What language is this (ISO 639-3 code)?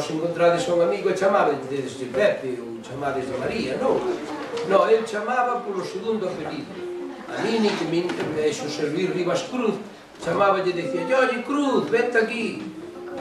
glg